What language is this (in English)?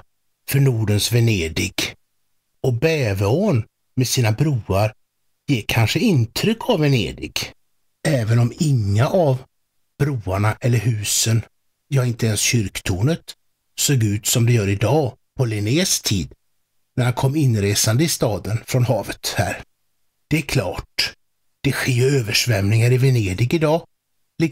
Swedish